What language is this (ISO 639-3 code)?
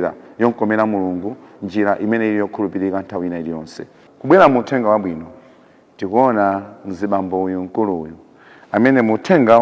nya